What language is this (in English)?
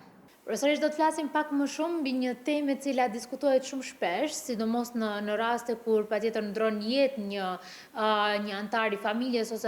Albanian